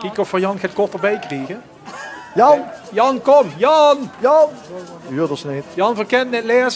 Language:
Limburgish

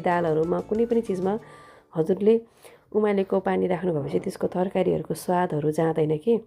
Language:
Nepali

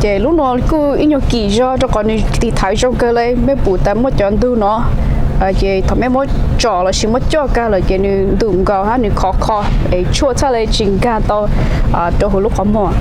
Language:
Hmong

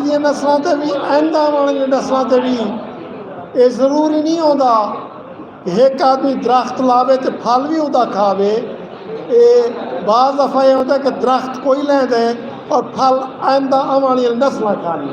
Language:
Saraiki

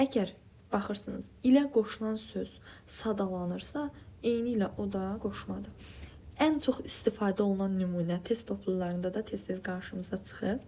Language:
Azerbaijani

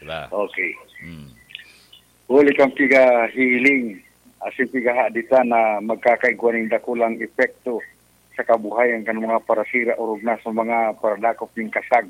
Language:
Bikol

